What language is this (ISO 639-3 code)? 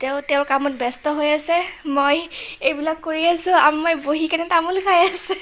asm